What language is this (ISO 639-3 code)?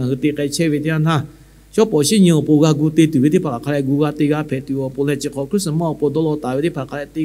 lhu